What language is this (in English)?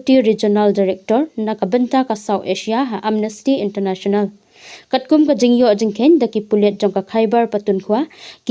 Khasi